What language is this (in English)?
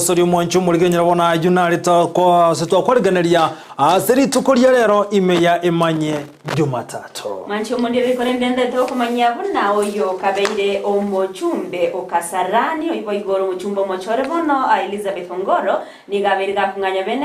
Gusii